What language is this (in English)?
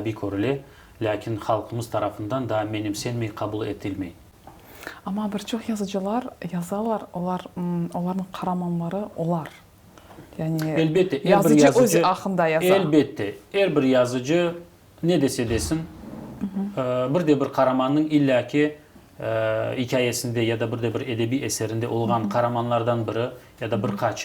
Crimean Tatar